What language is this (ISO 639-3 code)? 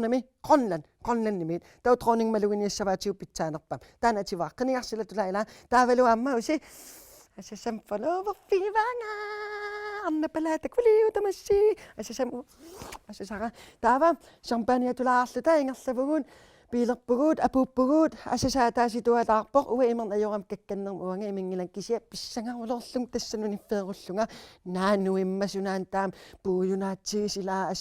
kal